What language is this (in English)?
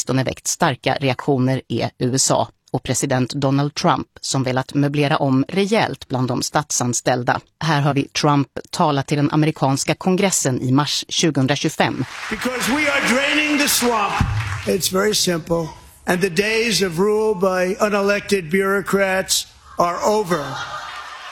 Swedish